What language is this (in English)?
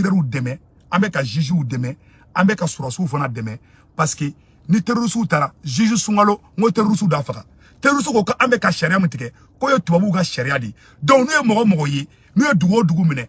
Bambara